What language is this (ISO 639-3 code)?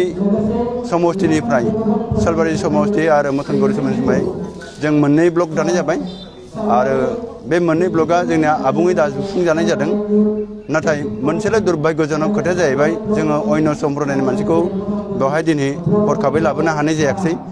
brx